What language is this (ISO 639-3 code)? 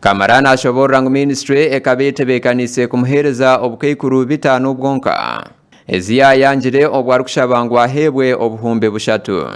nyn